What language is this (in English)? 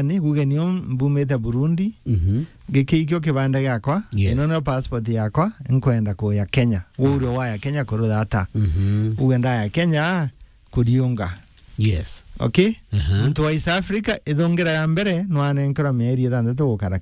Meru